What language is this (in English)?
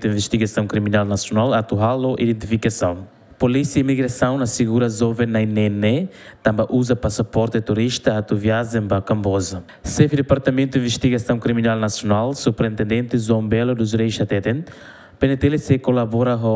Tetum